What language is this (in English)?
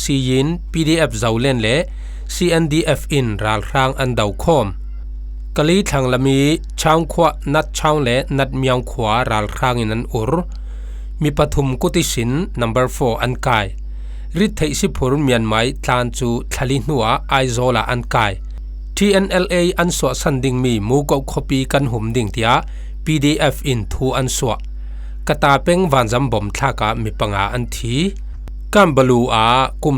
Falam Chin